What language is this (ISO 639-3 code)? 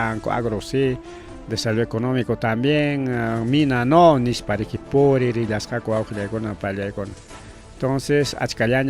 quy